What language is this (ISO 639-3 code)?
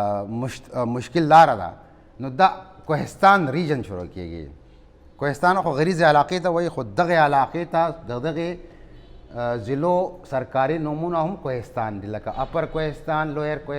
pus